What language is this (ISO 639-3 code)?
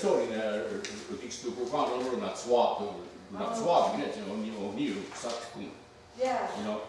moh